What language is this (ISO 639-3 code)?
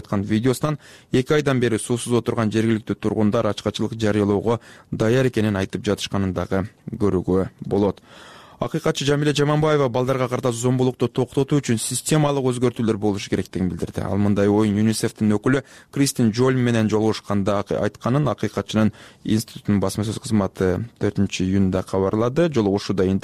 kir